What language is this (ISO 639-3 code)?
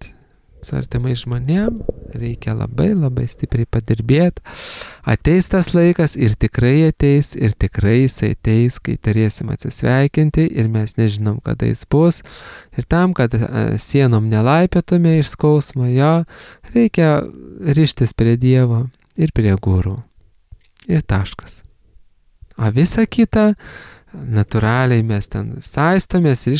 lit